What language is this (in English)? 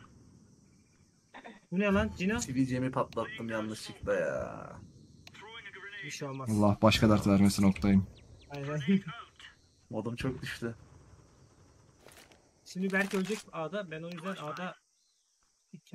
Turkish